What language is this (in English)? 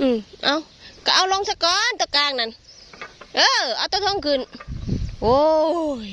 Northeastern Thai